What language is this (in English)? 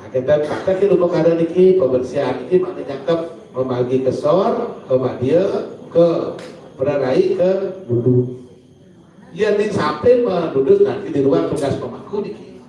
Balinese